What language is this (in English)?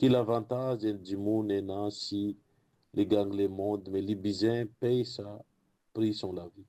Morisyen